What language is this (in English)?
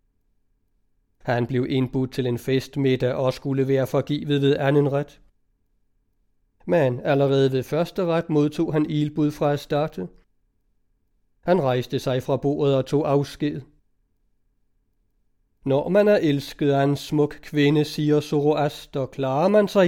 Danish